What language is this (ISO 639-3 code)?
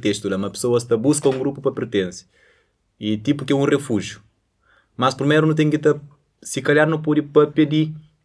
kea